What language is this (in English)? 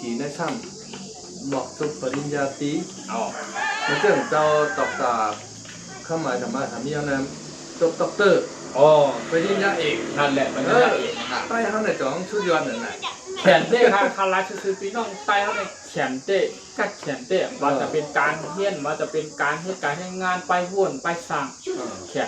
Shan